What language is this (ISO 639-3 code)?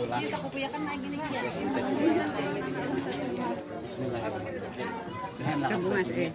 bjn